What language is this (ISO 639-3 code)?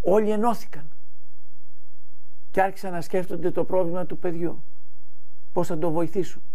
ell